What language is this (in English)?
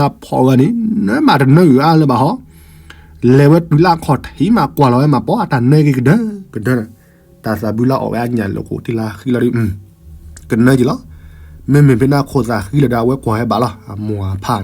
S'gaw Karen